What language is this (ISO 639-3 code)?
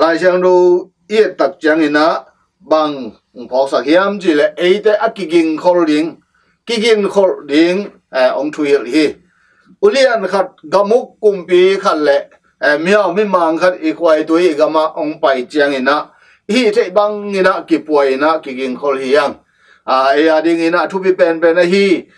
ctd